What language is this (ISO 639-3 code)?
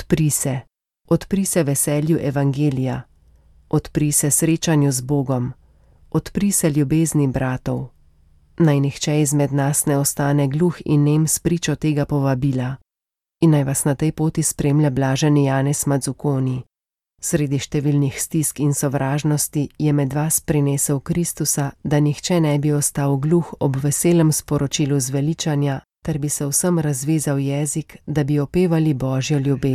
slv